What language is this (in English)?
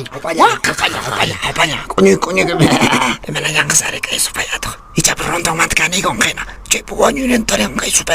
Quechua